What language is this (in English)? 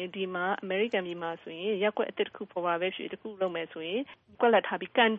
Burmese